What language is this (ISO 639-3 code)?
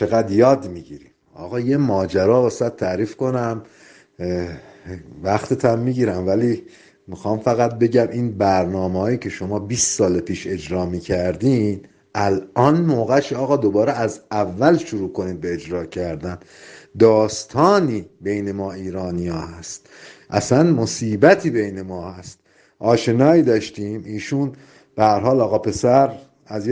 fas